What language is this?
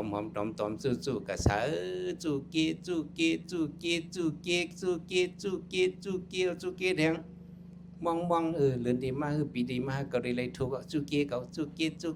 Shan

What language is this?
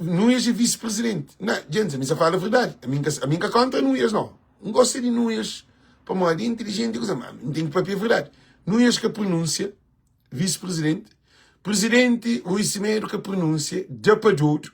Kabuverdianu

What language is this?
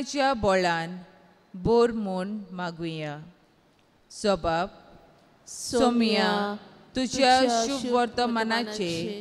Konkani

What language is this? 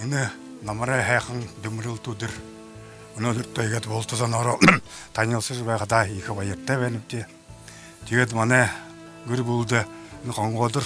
Buriat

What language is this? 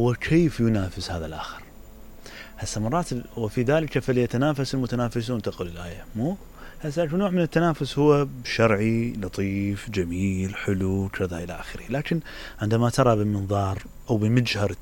Mesopotamian Arabic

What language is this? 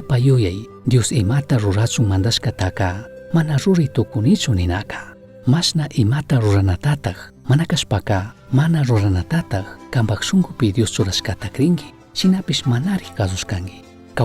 Chimborazo Highland Quichua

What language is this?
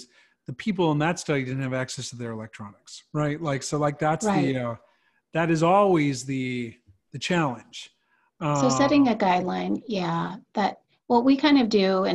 English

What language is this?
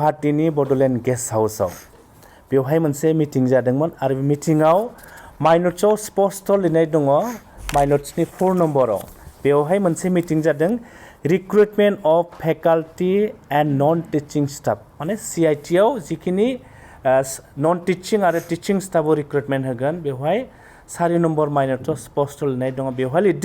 Bodo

